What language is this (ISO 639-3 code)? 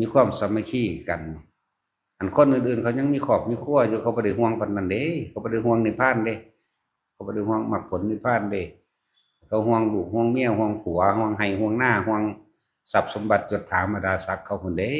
tts